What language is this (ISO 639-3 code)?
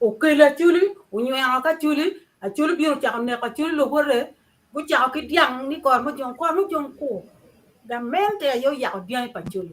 ach